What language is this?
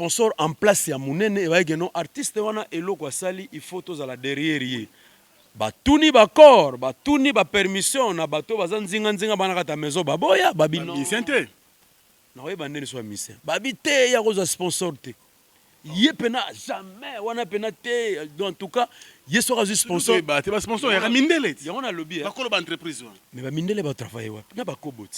Lingala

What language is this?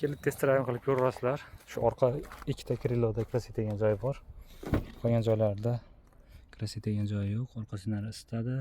Uzbek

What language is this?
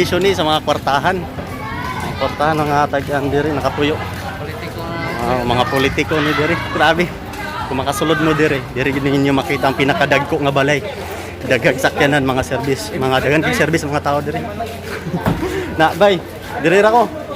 Cebuano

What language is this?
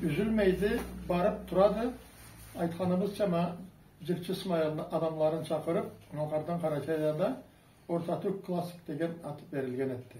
Karachay-Balkar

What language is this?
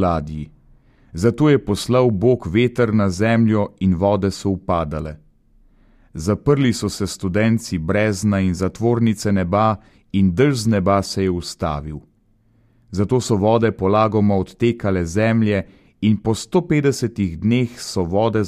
Slovenian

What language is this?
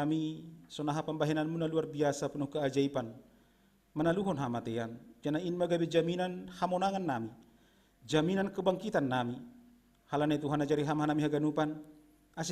Batak Simalungun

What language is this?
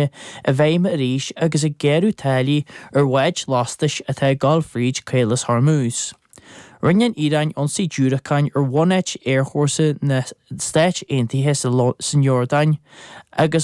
Irish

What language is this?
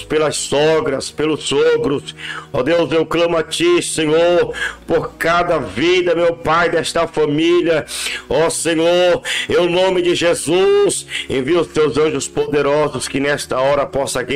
Portuguese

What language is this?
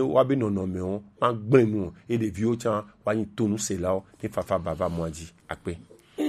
Gen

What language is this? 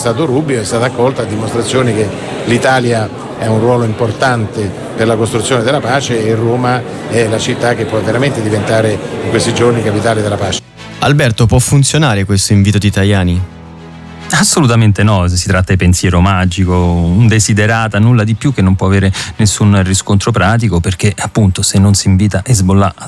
Italian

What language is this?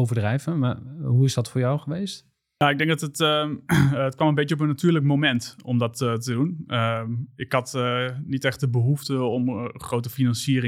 Dutch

